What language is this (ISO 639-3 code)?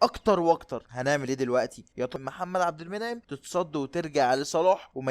arz